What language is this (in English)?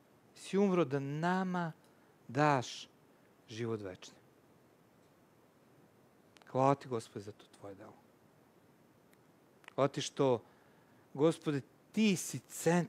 Serbian